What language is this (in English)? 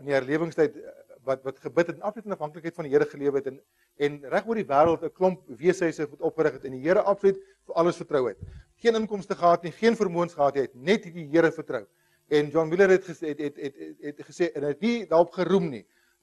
Afrikaans